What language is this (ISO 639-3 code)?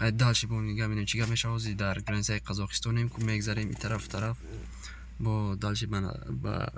tgk